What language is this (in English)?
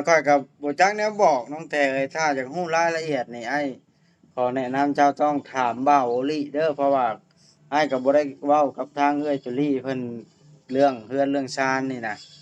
Lao